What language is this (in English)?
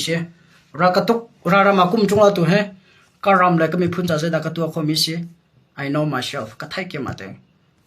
Hakha Chin